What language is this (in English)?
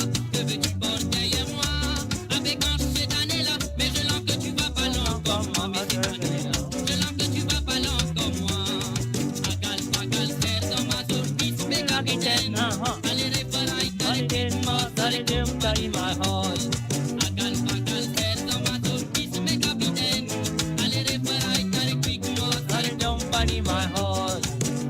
Morisyen